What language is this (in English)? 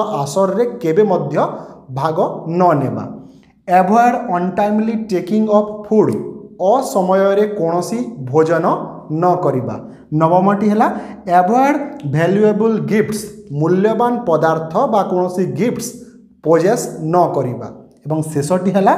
Odia